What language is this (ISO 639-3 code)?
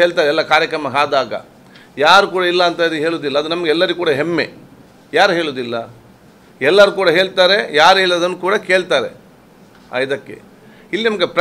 kan